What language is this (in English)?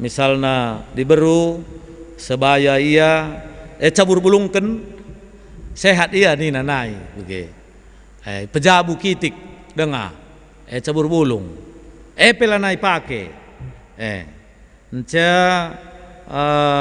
Batak Karo